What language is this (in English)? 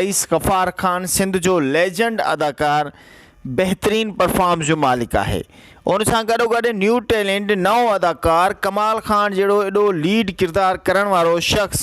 Sindhi